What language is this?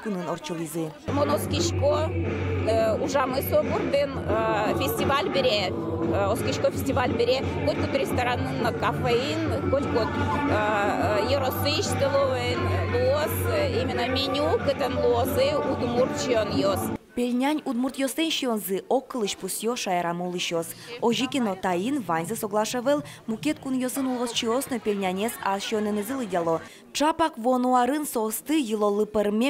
Udmurt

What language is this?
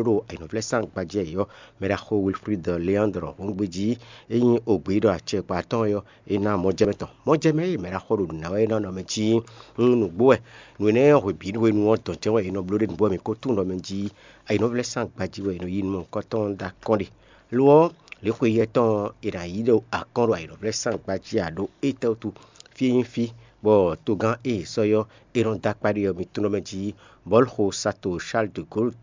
Fon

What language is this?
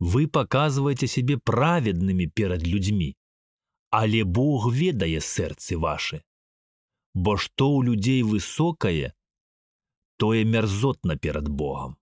Belarusian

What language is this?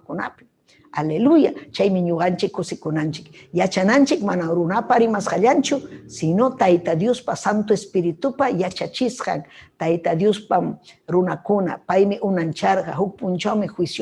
Ayacucho Quechua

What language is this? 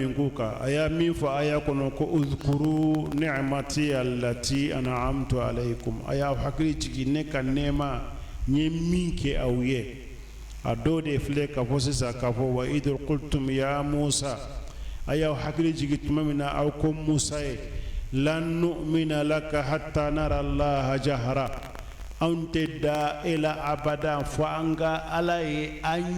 Bambara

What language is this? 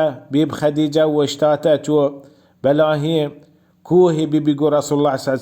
Baluchi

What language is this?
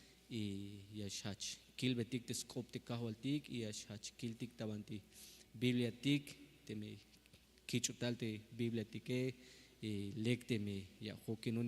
Tzeltal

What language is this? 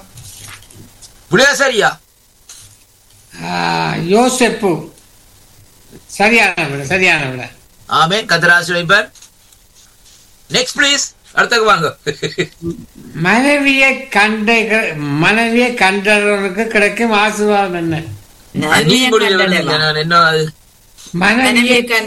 Tamil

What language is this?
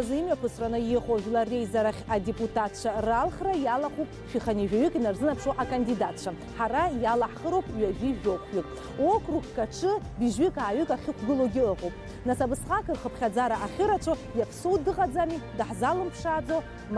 Abkhazian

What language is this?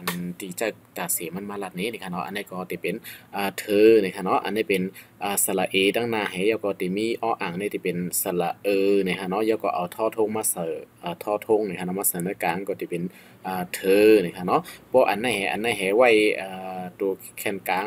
Shan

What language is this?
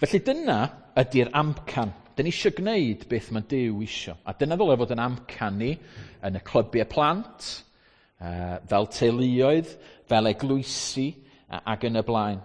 Welsh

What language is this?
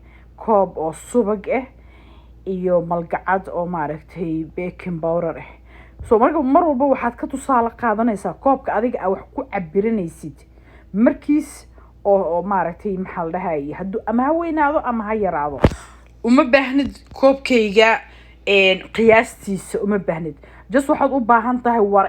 Somali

